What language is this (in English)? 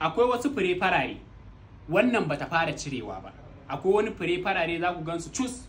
Hausa